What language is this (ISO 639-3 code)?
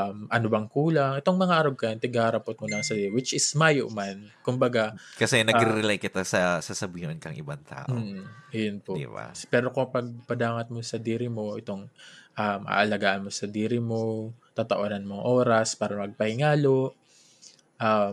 bik